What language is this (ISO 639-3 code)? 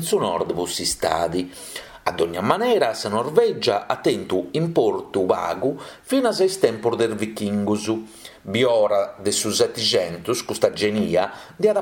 srd